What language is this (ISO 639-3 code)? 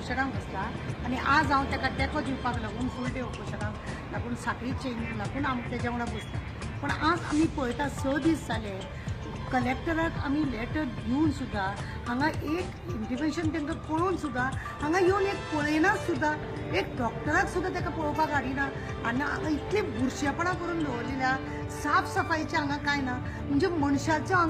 kok